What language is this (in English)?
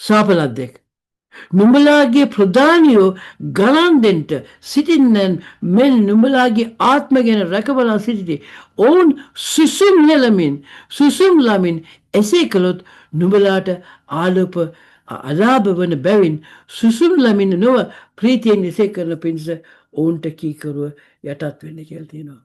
Sinhala